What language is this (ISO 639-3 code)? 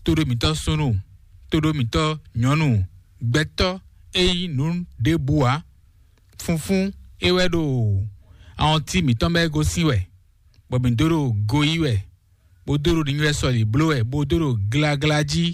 fon